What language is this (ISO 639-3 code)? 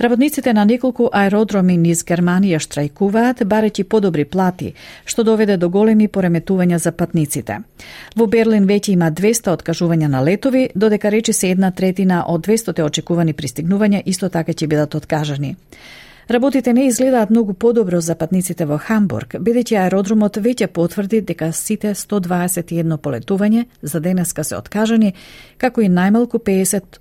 mkd